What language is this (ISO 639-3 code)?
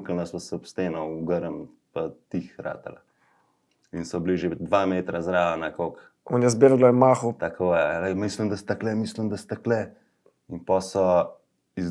slv